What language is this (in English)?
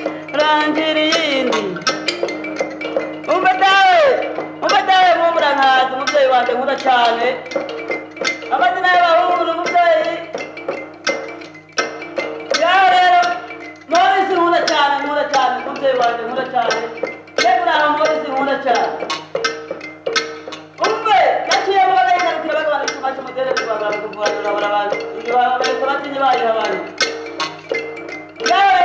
Kinyarwanda